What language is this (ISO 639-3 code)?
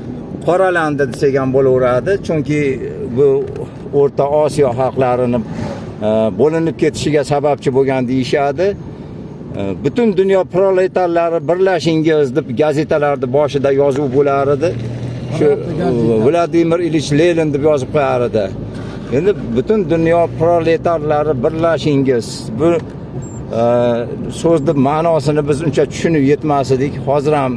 uzb